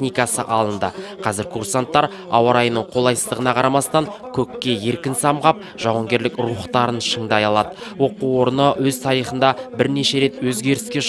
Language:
Kazakh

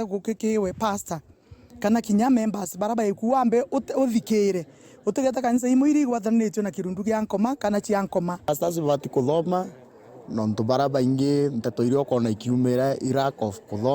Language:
Meru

